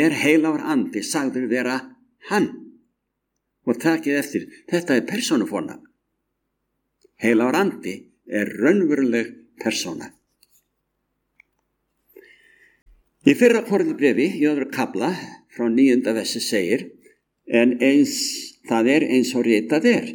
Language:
Icelandic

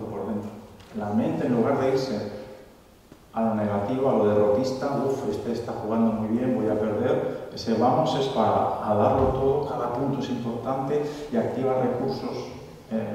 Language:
Spanish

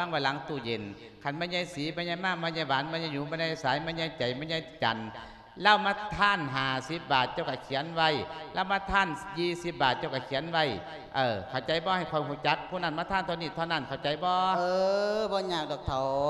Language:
Lao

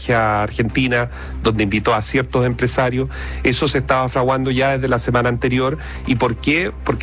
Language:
Spanish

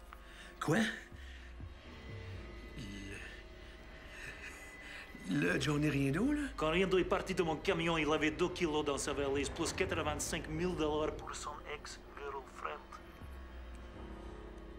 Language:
French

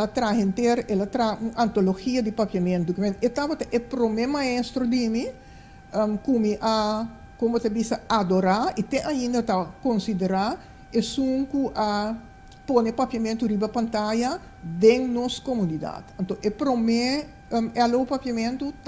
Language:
Papiamento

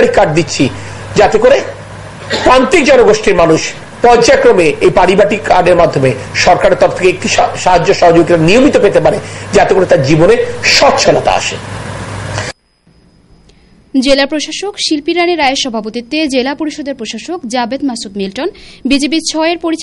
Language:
Bangla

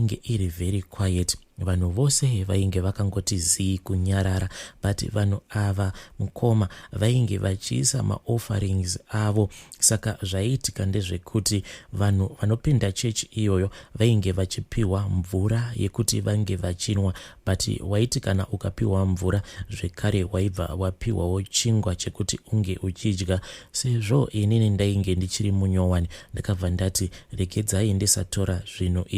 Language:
Shona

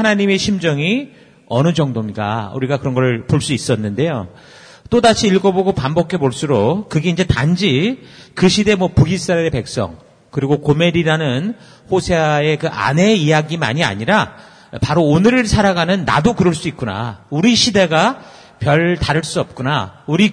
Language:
Korean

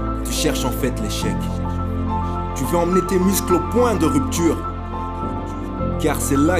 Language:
French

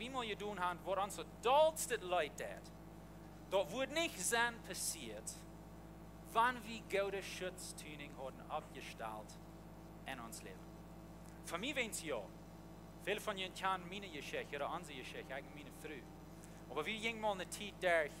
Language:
Plautdietsch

